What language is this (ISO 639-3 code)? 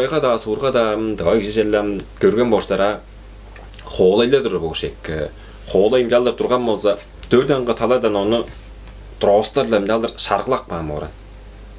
tyv